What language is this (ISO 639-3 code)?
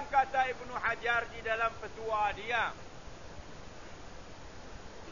msa